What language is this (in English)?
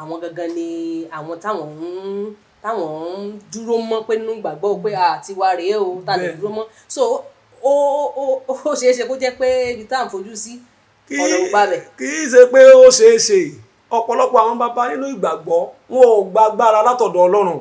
Yoruba